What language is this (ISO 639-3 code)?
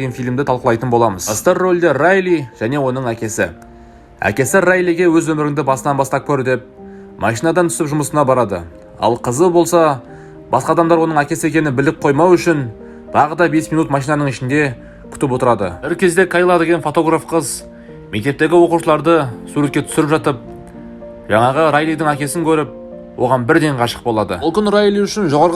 kaz